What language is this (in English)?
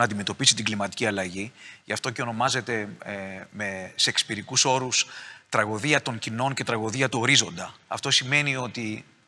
Greek